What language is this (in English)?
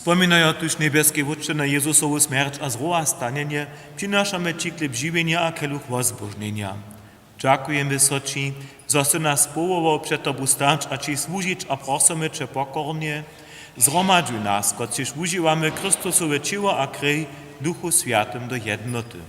Upper Sorbian